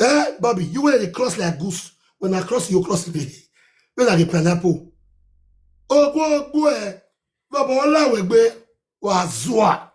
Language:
Nigerian Pidgin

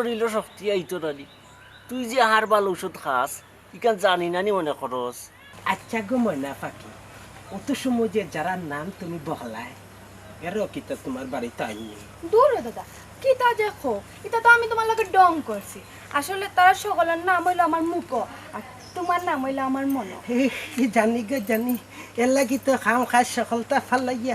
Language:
Sylheti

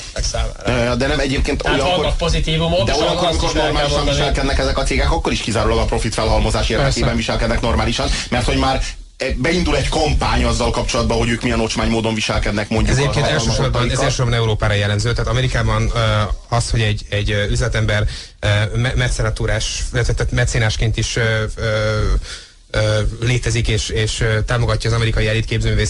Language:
Hungarian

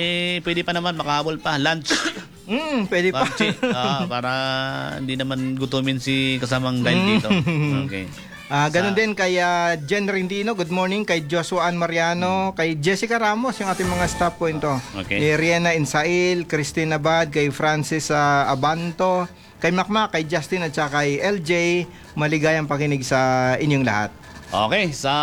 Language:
Filipino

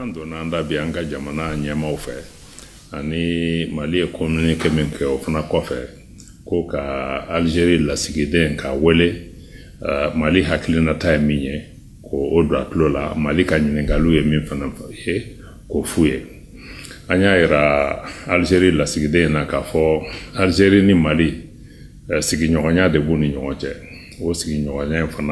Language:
Bambara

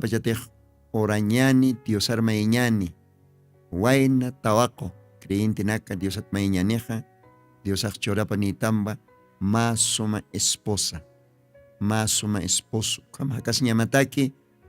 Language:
Aymara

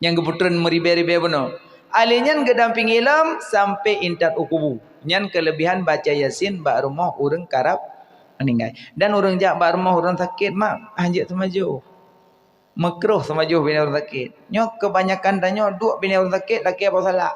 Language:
Achinese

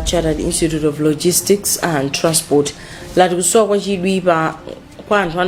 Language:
Nyanja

